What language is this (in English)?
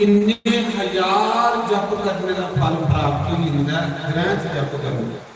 Dogri